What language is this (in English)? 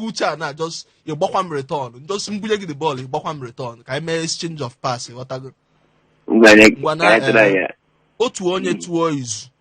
Igbo